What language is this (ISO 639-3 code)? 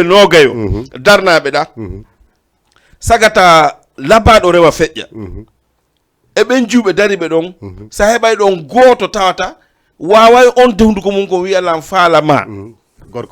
ful